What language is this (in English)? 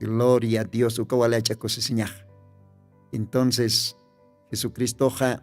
Aymara